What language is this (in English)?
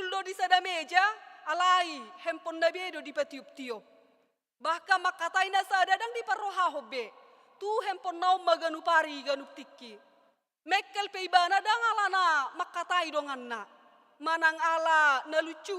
Batak Toba